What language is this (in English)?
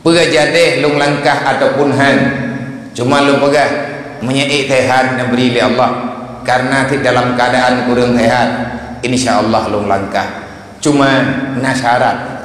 Achinese